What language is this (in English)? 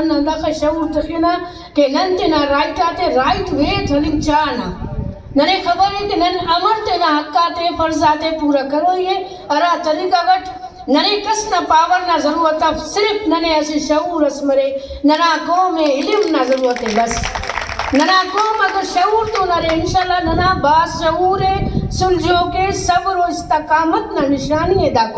Brahui